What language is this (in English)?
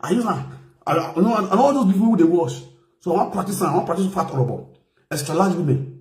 Nigerian Pidgin